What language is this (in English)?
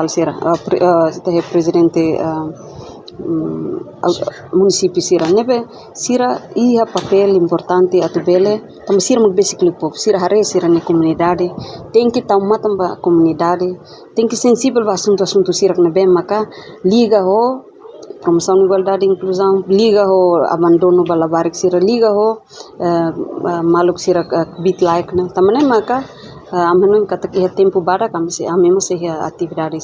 Tetum